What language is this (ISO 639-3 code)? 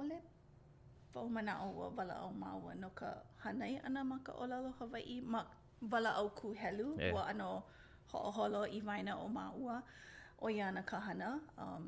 haw